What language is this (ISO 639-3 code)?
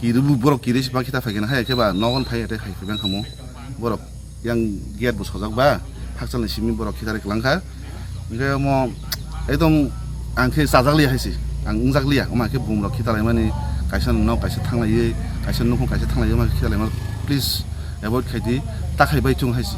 trp